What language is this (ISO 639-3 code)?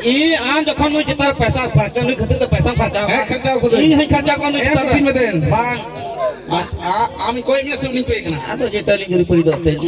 sat